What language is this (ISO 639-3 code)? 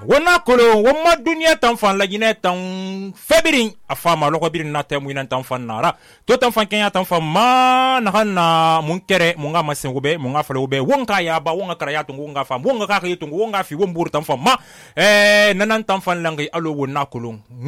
sus